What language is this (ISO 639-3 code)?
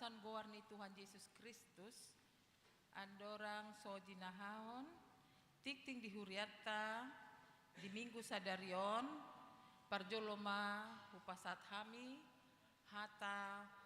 bbc